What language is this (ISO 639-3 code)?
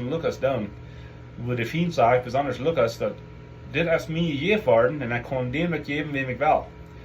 pdt